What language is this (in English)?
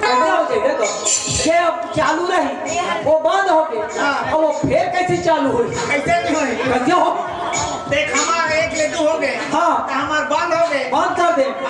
Chhattisgarhi